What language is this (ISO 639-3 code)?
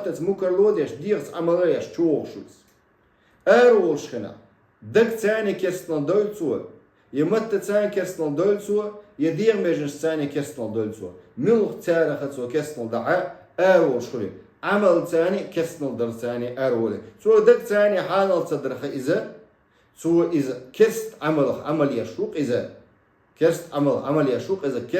che